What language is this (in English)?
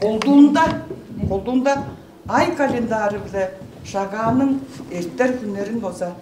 Tuvinian